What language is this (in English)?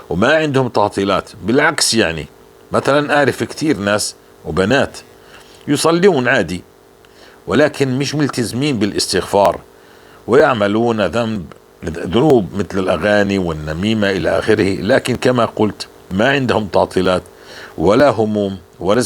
North Levantine Arabic